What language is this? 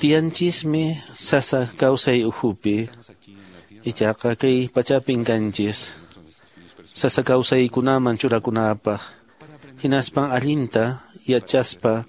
Quechua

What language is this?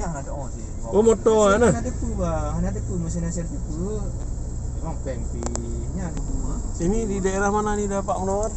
Achinese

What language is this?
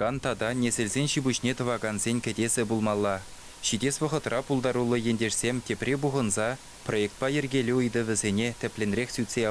Chuvash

